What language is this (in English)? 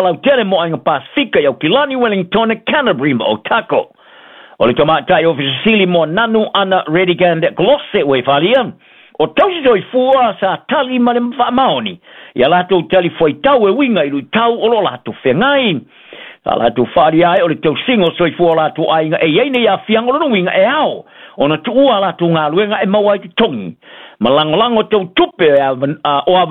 Samoan